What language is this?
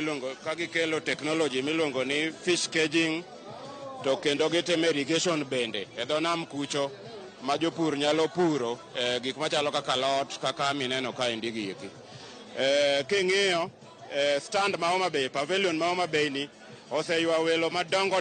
Luo (Kenya and Tanzania)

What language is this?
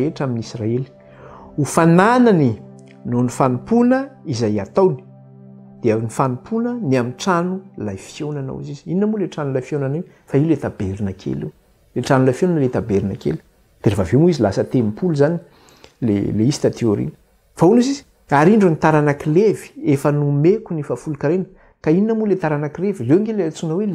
Malagasy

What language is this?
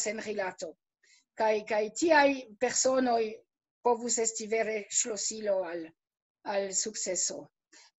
Esperanto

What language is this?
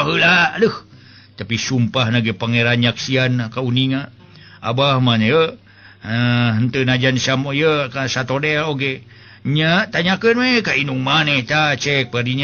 Sundanese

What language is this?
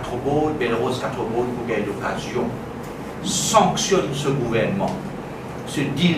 Morisyen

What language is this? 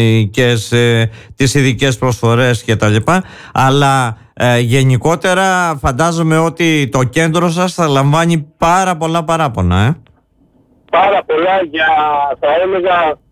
Greek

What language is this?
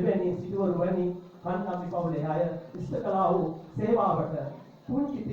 Sinhala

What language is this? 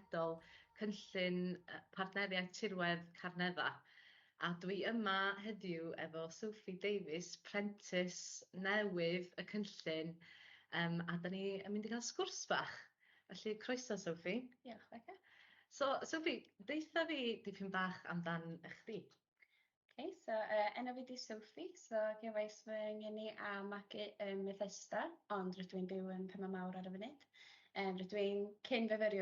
Welsh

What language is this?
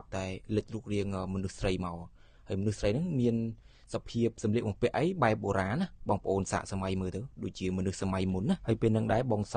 Khmer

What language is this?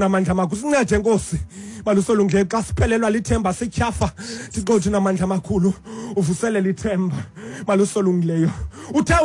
Xhosa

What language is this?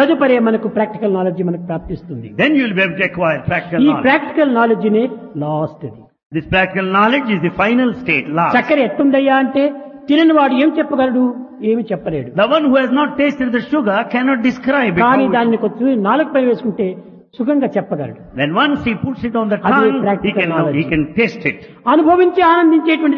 Telugu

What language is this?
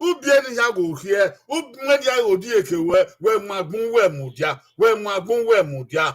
Bini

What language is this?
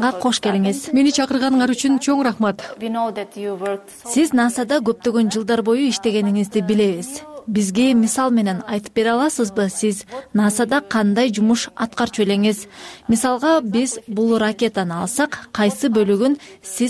Kyrgyz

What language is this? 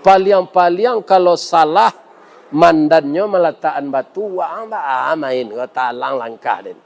Minangkabau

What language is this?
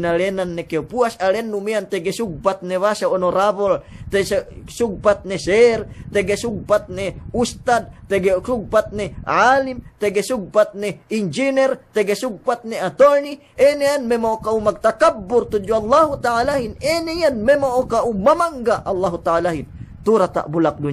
Yakan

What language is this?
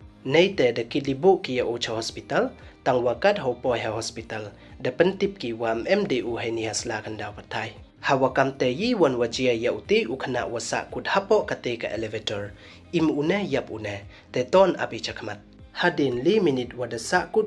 Pnar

